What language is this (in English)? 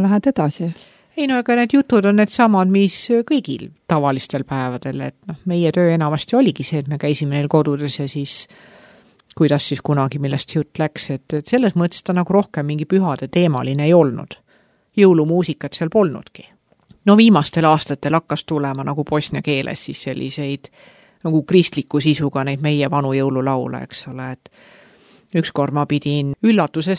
Estonian